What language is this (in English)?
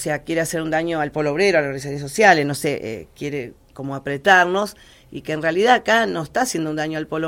Spanish